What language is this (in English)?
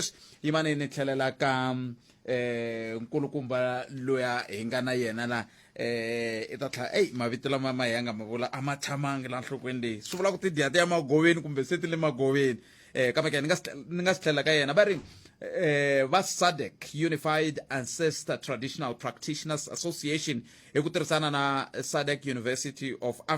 Tsonga